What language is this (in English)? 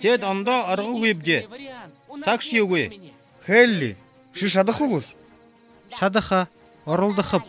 Buriat